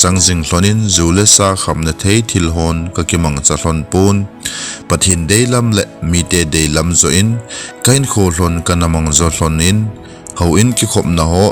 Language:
Thado Chin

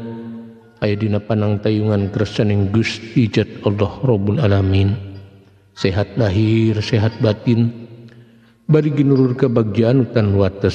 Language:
Sundanese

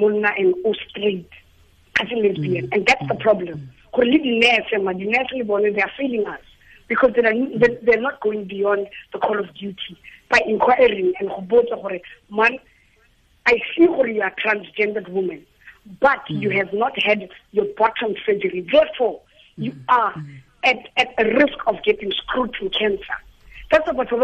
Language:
Tswana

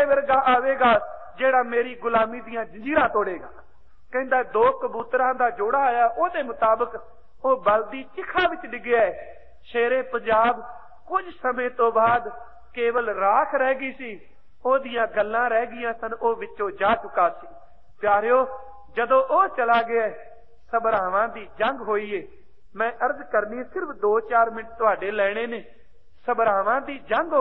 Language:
Punjabi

